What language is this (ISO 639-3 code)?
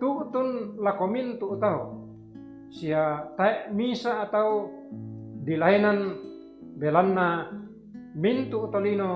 sda